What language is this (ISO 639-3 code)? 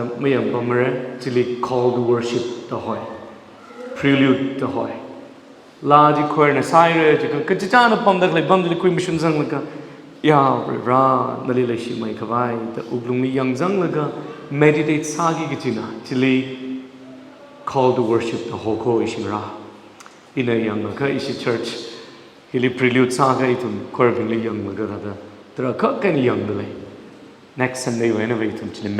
nmf